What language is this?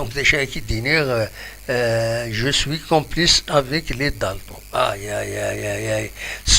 Kabyle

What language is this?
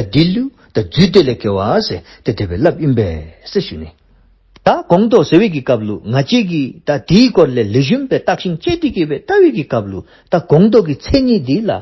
Dzongkha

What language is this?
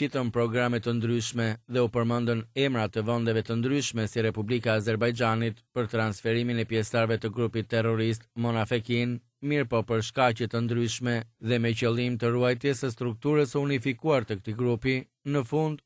Albanian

